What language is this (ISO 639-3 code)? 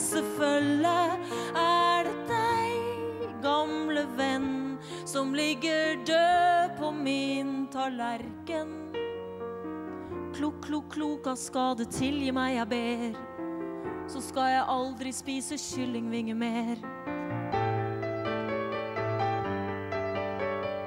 nor